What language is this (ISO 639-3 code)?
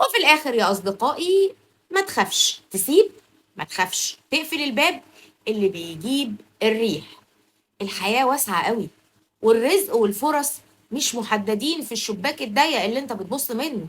arz